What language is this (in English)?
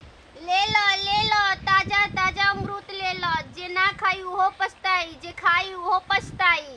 Bhojpuri